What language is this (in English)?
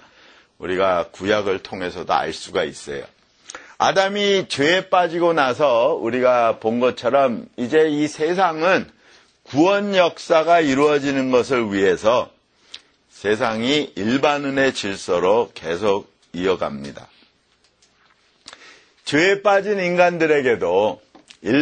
Korean